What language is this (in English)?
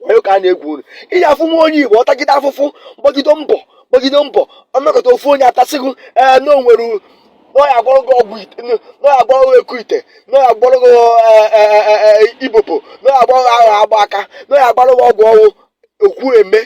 Igbo